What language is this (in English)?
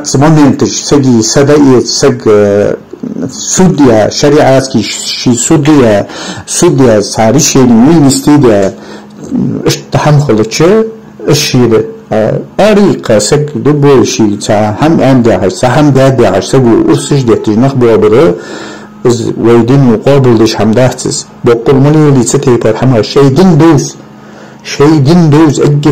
Ingush